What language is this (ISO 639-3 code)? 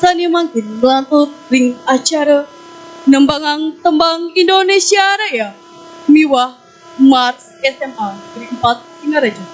ban